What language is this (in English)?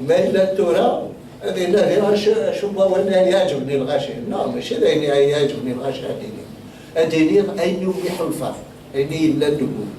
Kabyle